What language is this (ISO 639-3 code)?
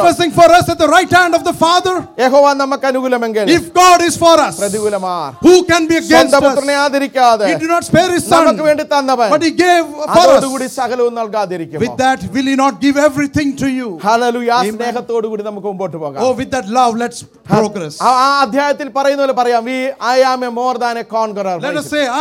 mal